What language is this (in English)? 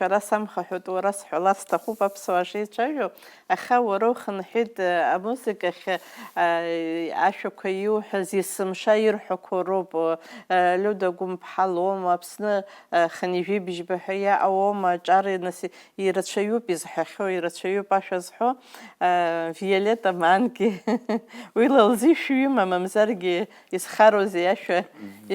Abkhazian